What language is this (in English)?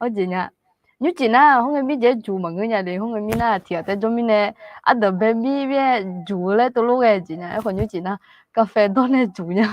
Akha